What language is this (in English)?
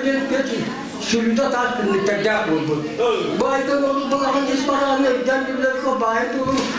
Yakut